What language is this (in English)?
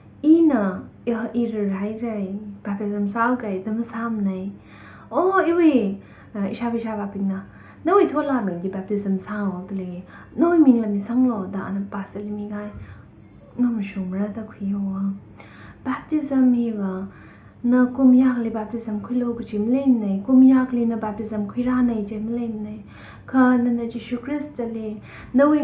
Tangkhul Naga (India)